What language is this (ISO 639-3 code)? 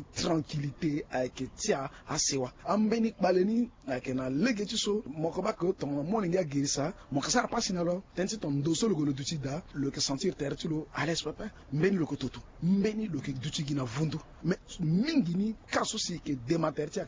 sag